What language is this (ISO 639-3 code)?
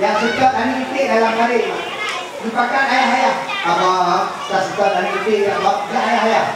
ace